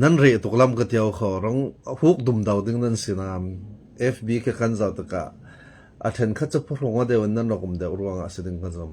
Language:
Falam Chin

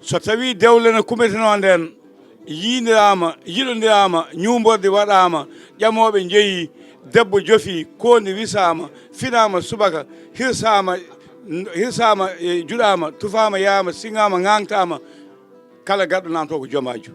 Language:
Fula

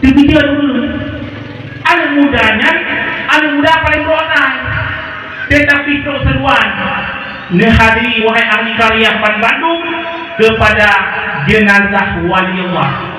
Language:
Achinese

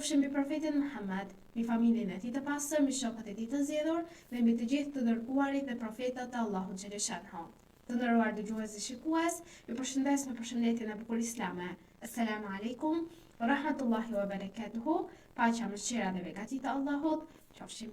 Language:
Albanian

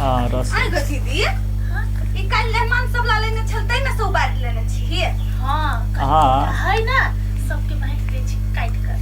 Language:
Maithili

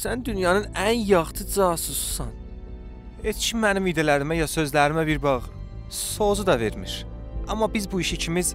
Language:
South Azerbaijani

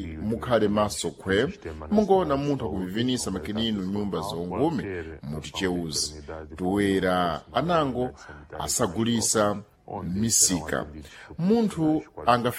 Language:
Sena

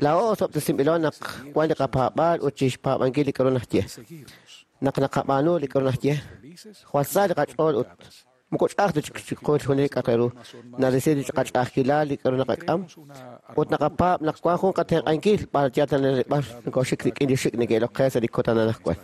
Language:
Kekchí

